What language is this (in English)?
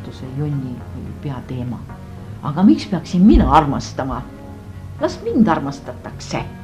Estonian